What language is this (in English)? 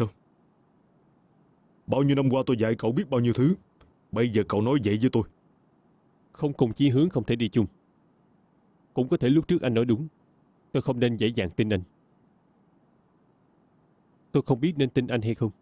Vietnamese